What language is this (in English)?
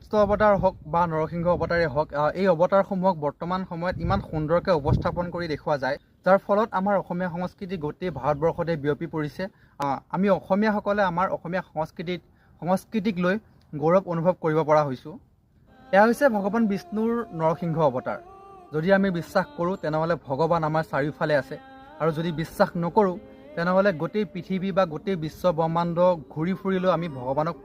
Assamese